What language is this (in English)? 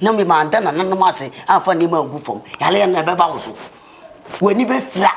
Akan